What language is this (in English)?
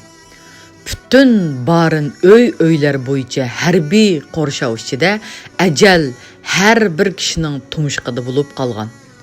Uyghur